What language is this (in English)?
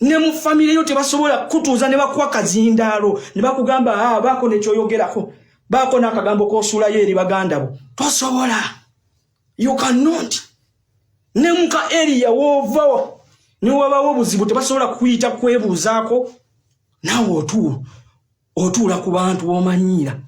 Ganda